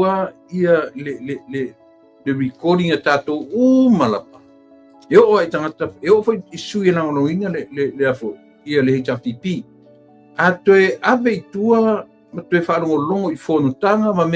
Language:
Samoan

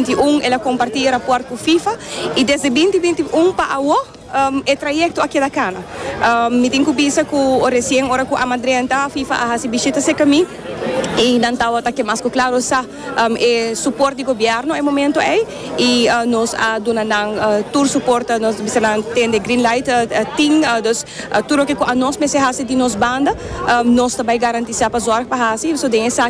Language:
Papiamento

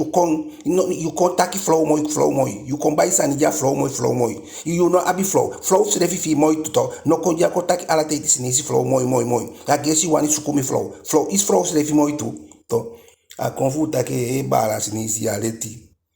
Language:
Eastern Maroon Creole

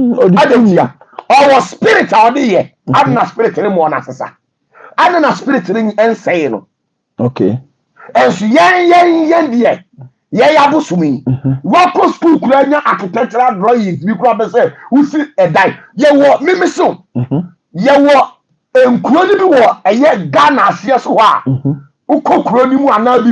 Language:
Akan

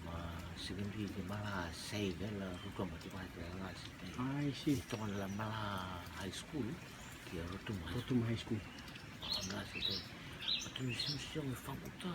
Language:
Rotuman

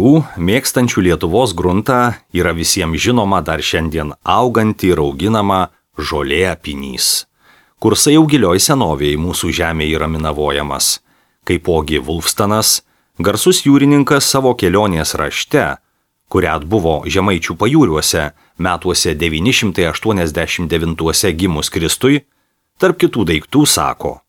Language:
Lithuanian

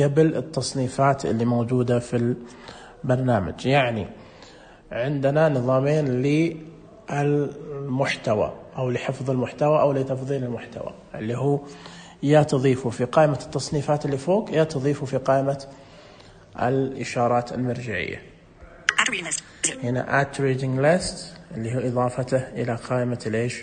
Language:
Najdi Arabic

